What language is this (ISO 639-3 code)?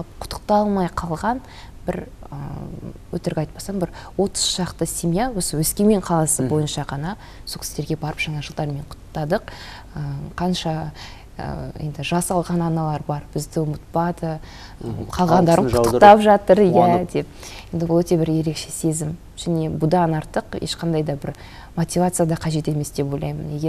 kaz